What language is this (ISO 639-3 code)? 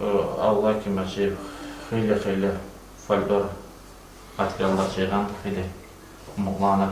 kum